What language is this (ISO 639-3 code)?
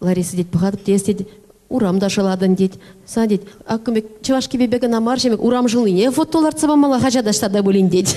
chv